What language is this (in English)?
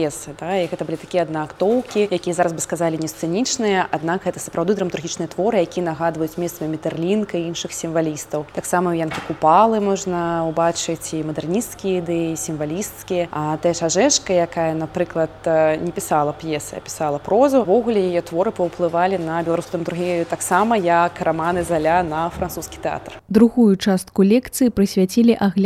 Belarusian